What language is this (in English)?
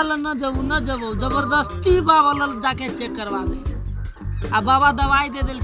Maithili